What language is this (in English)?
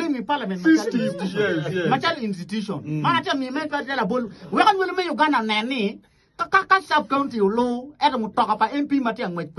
Acoli